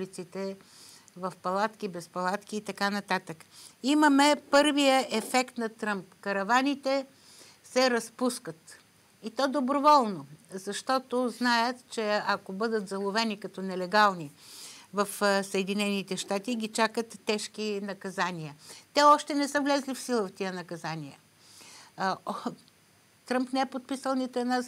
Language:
Bulgarian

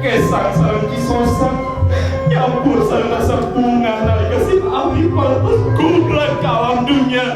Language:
Sundanese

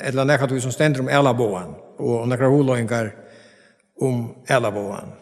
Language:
Faroese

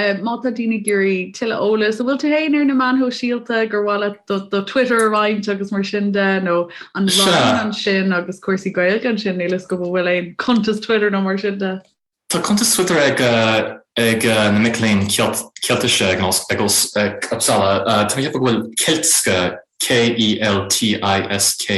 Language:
Irish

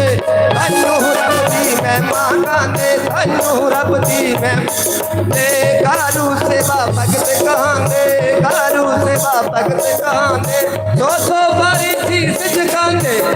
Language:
Dogri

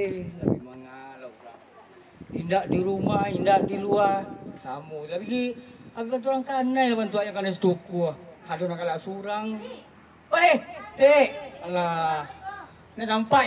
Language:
Minangkabau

